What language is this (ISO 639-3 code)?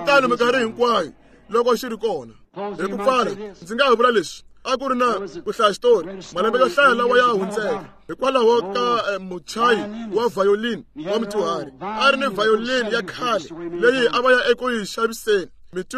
tso